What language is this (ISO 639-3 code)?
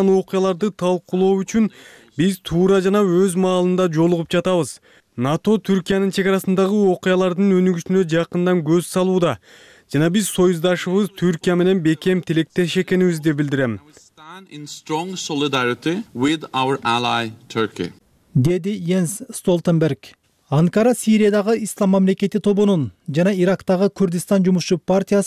kir